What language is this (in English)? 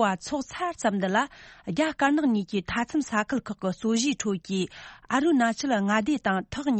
Tibetan